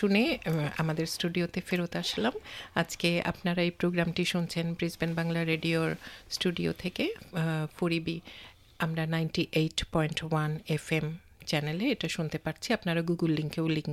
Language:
Bangla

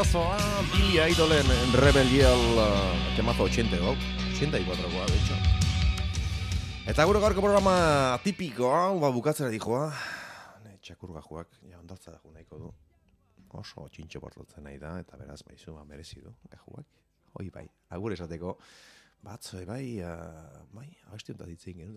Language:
Basque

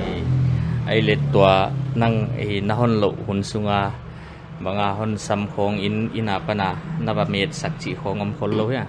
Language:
Paite Chin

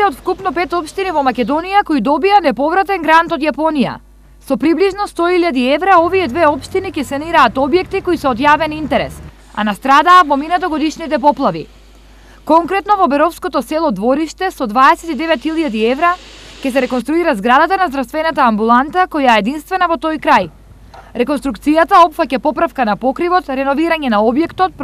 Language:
Macedonian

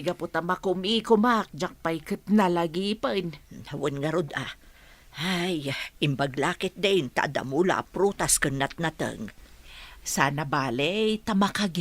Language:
Iloko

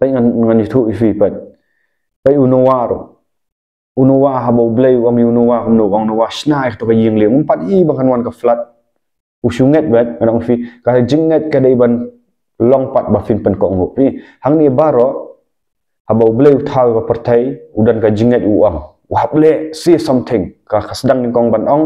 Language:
Khasi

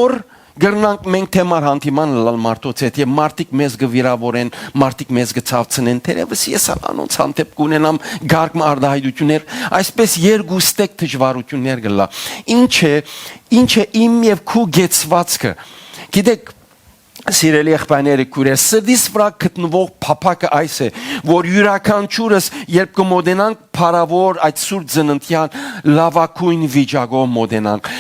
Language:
Western Armenian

